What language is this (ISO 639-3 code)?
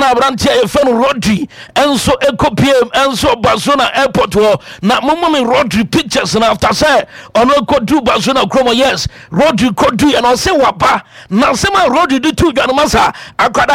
aka